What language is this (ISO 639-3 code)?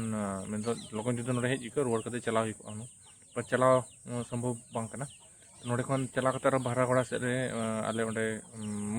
sat